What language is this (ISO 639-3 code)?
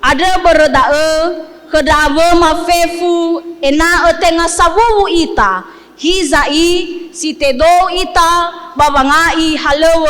nia